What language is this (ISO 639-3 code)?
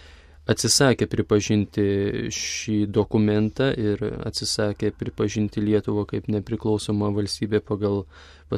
lit